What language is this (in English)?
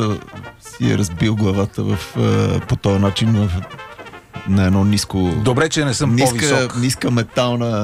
Bulgarian